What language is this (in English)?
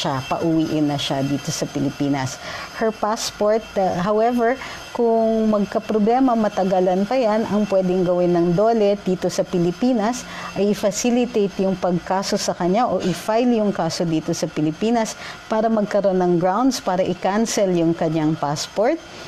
Filipino